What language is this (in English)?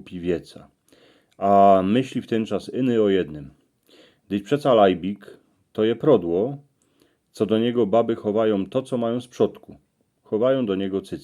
Silesian